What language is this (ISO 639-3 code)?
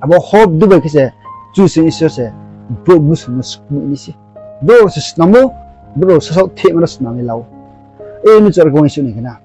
ria